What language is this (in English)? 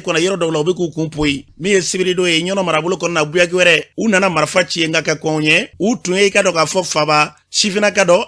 Bambara